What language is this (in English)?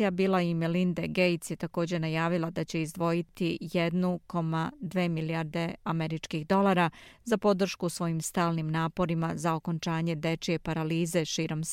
Serbian